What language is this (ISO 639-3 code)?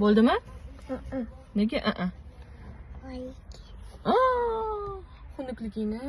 uzb